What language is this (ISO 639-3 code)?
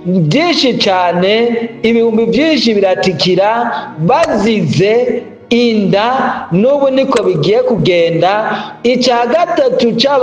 run